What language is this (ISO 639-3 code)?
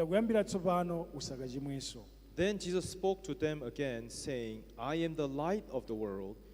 nya